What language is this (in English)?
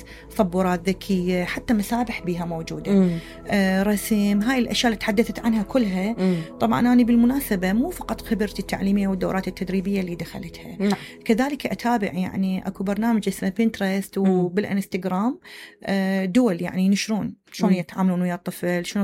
Mesopotamian Arabic